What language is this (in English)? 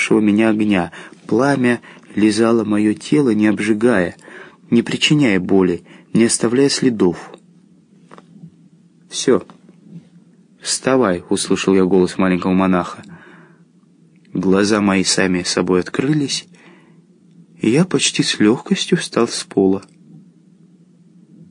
Russian